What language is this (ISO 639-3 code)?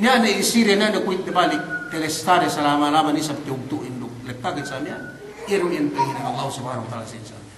yka